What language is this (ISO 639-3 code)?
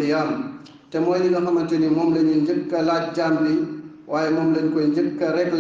wol